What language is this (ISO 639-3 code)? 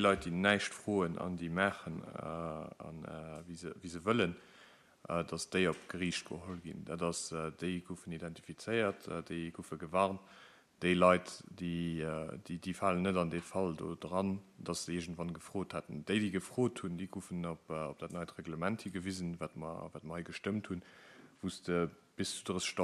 ltz